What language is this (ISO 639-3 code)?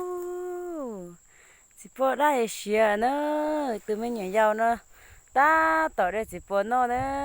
hmn